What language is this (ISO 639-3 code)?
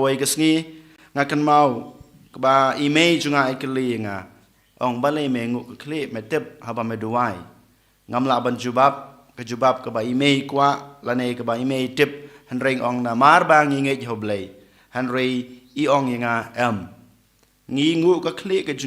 kha